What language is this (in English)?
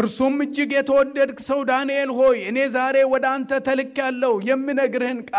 Amharic